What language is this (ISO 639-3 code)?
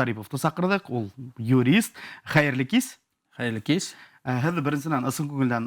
bak